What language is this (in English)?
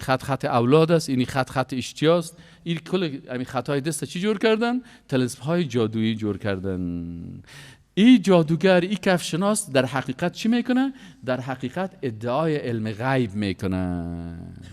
Persian